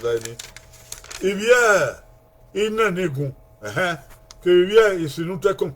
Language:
Bini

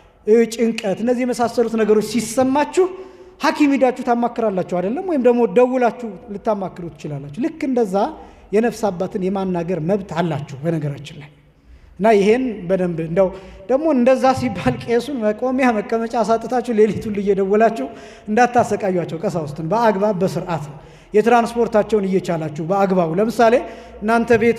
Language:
Amharic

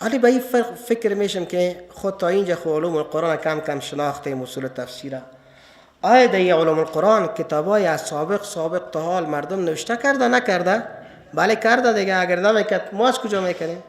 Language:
Persian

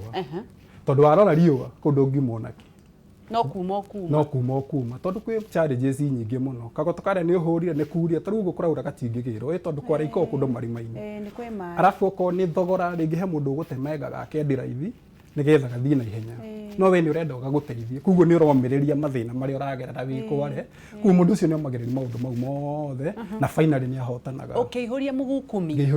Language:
Kikuyu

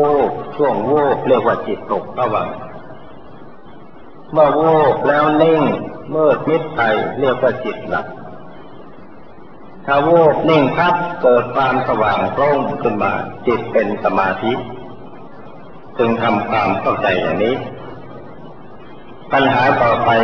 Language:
Thai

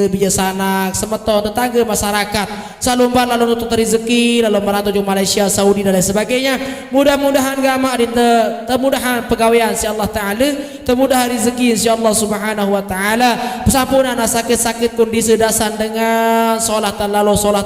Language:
Sasak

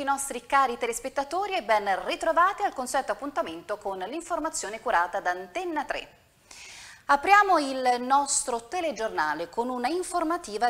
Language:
Italian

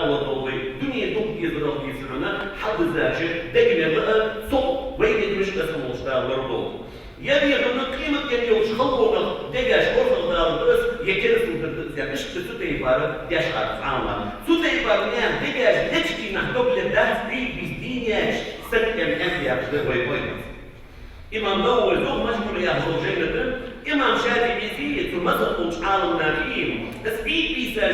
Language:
Ingush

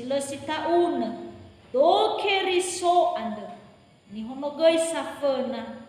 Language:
Nias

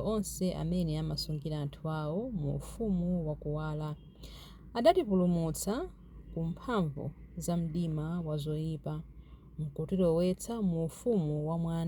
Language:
Nyanja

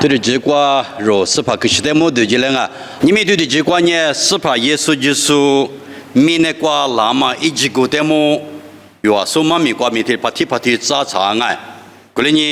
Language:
Lisu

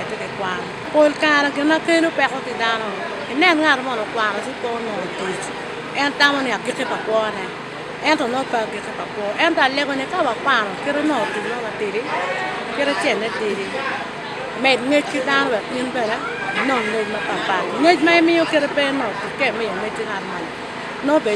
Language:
Acoli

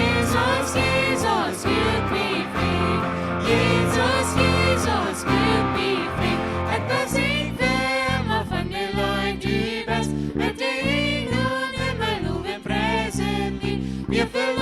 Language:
Plautdietsch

